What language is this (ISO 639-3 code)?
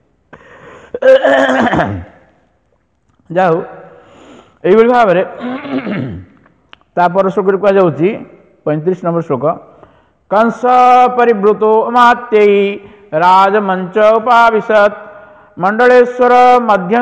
ori